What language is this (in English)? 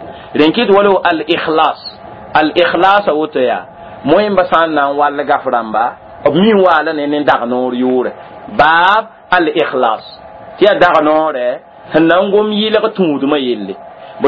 Mossi